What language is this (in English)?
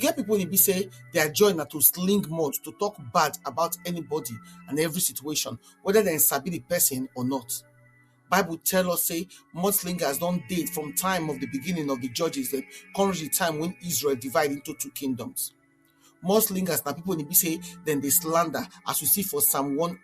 Nigerian Pidgin